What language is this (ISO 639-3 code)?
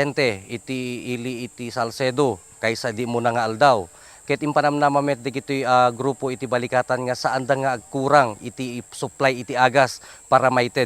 ilo